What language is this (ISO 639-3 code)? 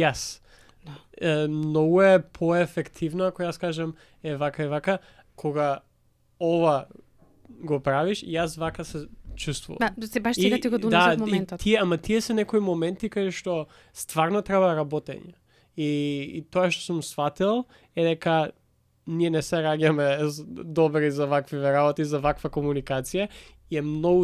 mkd